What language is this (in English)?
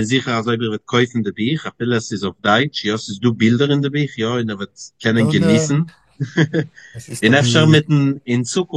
Yiddish